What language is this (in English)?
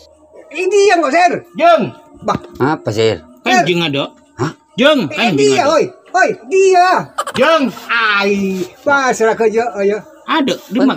Madurese